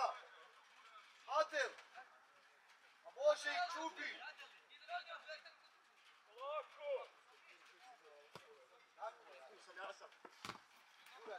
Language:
Croatian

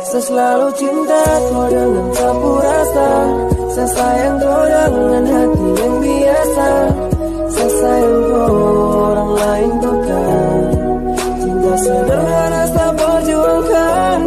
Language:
Banjar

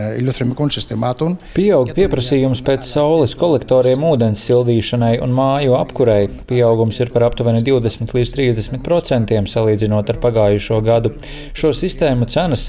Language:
Latvian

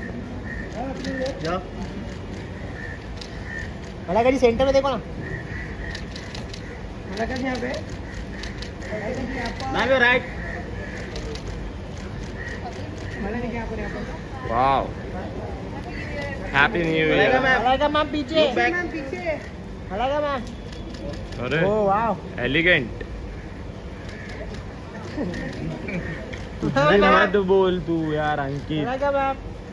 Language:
Hindi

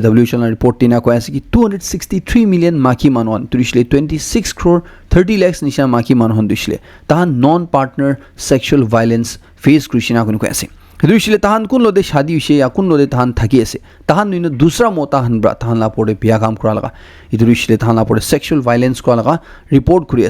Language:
Naga Pidgin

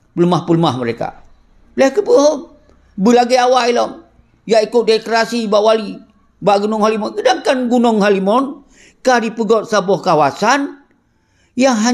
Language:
Achinese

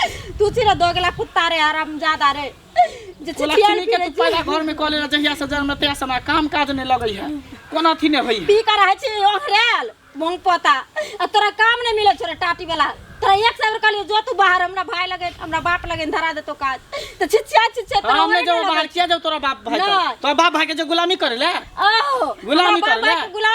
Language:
Maithili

